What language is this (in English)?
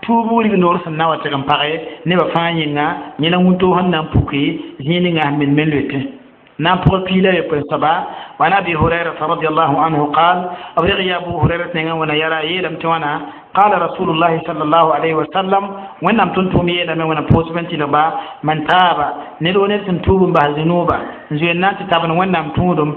Mossi